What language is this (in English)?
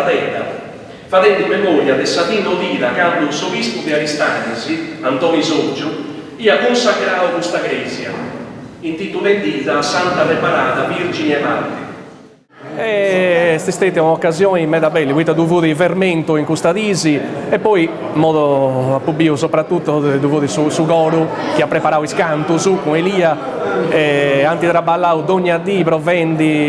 Sardinian